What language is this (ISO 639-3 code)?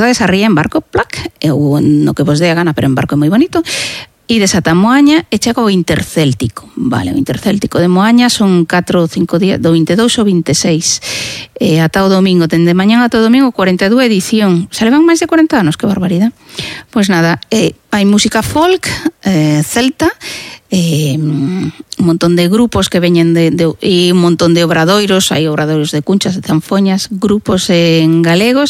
glg